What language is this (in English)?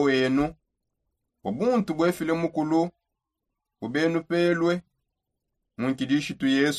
Songe